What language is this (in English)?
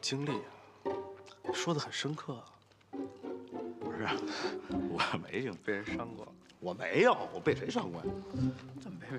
Chinese